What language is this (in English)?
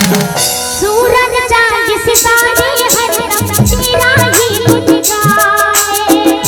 Chhattisgarhi